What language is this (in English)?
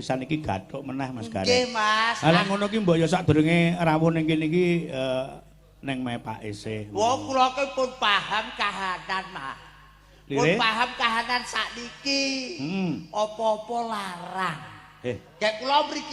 Javanese